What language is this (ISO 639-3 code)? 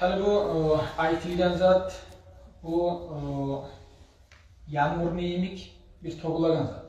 kum